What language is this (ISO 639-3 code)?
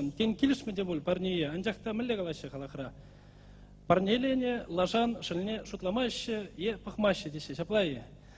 chv